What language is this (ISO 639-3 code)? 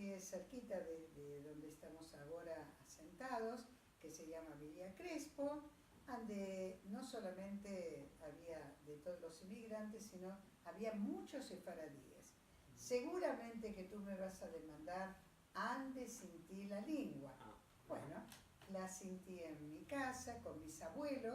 lad